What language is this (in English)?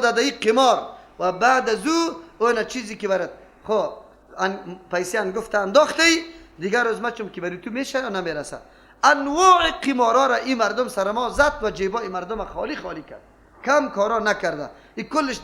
Persian